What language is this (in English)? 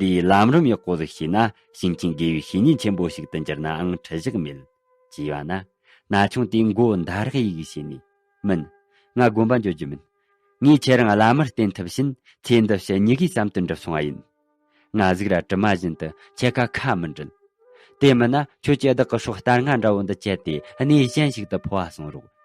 Tibetan